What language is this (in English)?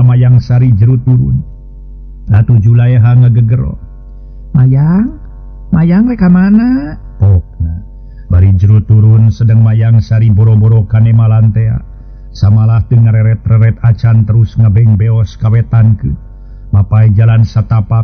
Sundanese